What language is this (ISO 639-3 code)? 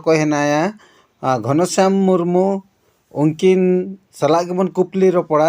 sat